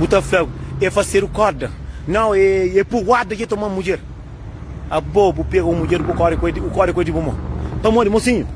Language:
Kabuverdianu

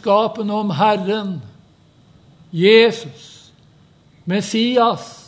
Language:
Norwegian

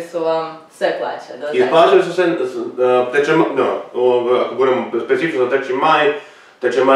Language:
Croatian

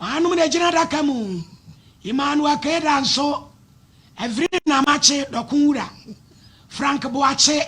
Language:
Akan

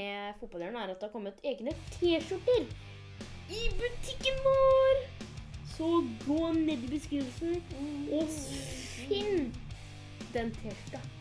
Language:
Norwegian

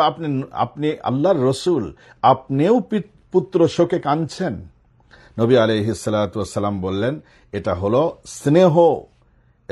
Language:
Bangla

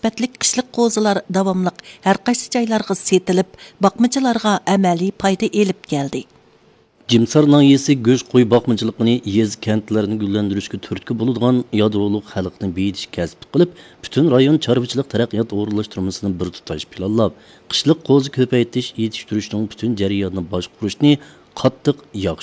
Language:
Uyghur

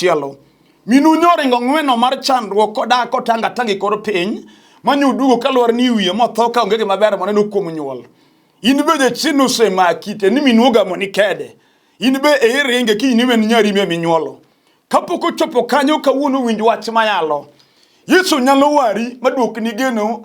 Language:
Luo (Kenya and Tanzania)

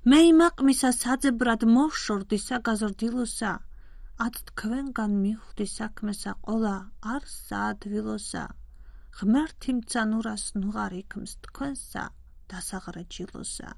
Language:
Georgian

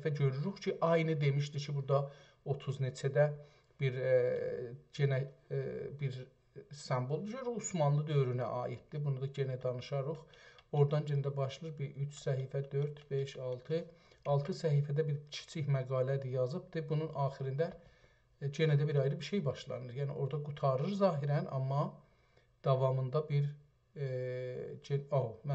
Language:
South Azerbaijani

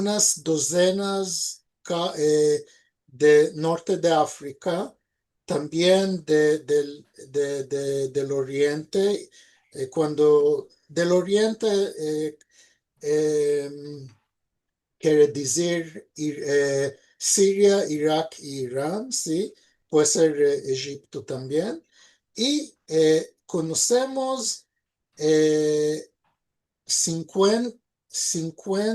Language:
Ladino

